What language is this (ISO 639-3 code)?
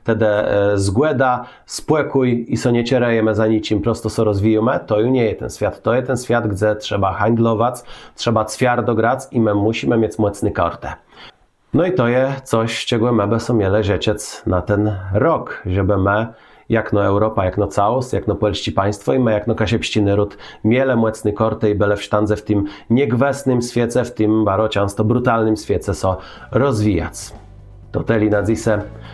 csb